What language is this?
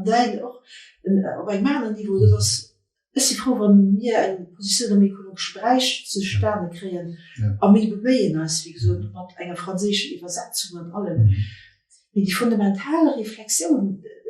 Luxembourgish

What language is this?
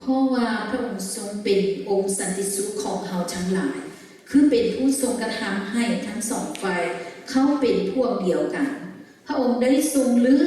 Lao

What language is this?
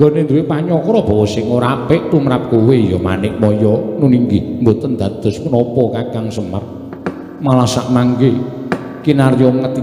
Javanese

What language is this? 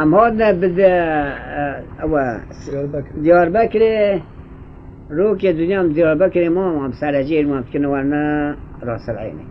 Kurdish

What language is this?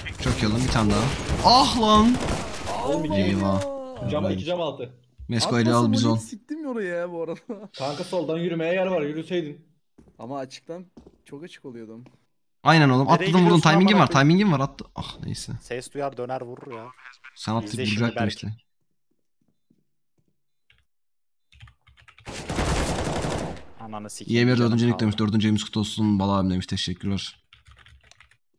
Turkish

